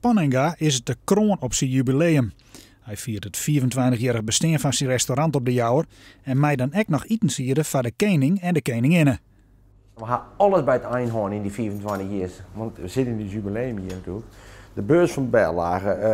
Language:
Western Frisian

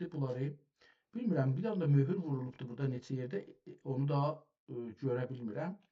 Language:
South Azerbaijani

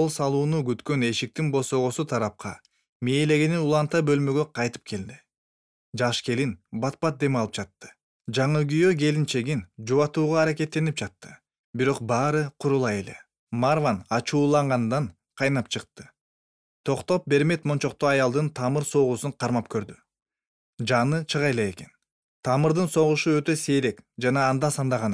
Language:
Kyrgyz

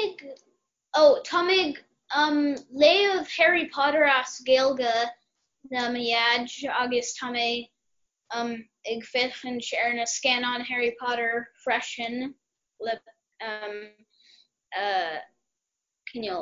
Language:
Irish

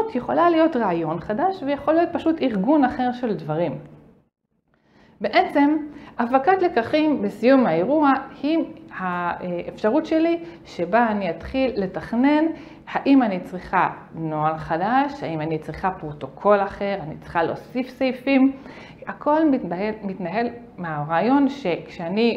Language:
Hebrew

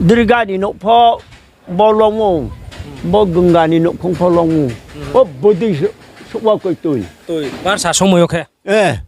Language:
Riang (India)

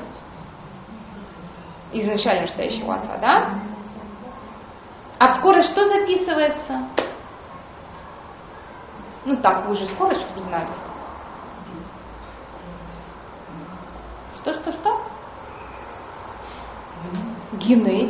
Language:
Russian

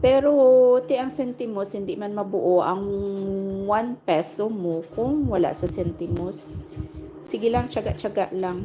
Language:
Hiligaynon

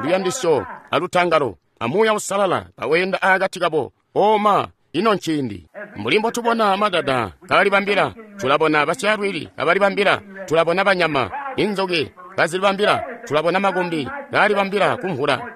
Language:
Tonga (Zambia)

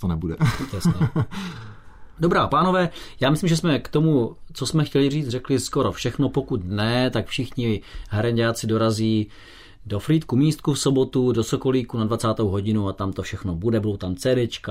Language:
Czech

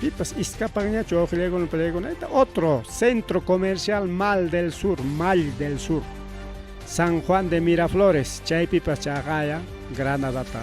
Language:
Ayacucho Quechua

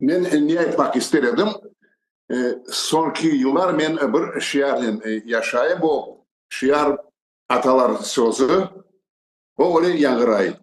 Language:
Crimean Tatar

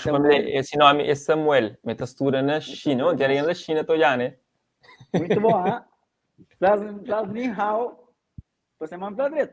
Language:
Kabuverdianu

